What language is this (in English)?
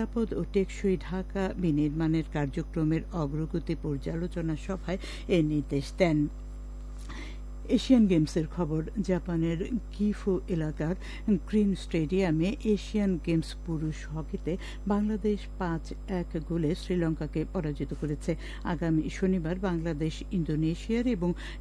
Bangla